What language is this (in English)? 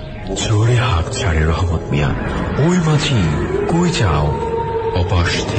Bangla